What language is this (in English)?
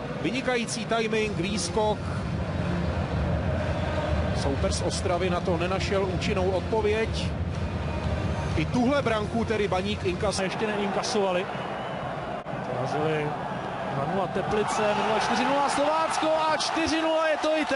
Czech